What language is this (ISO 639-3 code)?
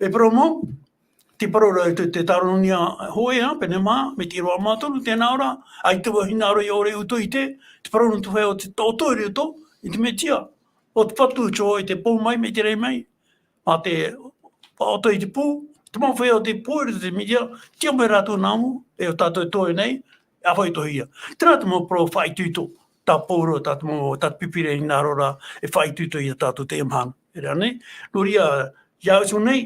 tah